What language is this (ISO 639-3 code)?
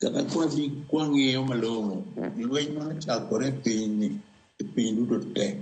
luo